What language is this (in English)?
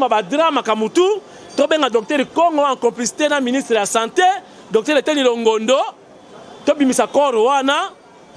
Lingala